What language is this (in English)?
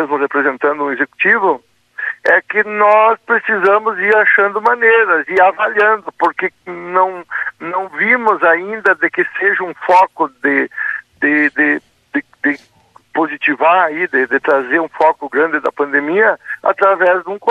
Portuguese